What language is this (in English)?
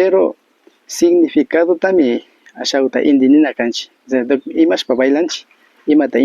Imbabura Highland Quichua